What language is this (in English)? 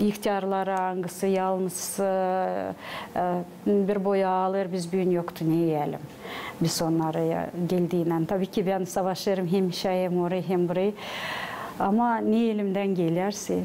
Gagauz